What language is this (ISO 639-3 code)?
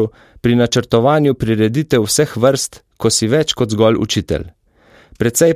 slv